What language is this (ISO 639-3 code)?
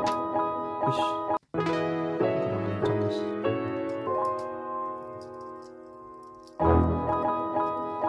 ind